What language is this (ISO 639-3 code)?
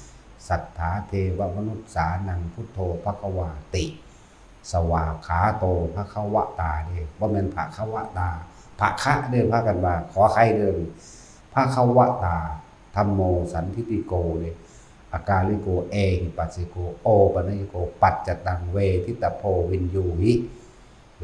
tts